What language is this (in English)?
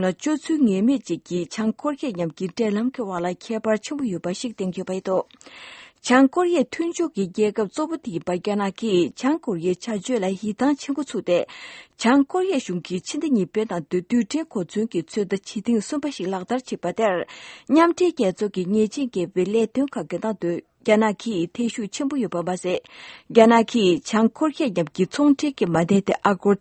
Tibetan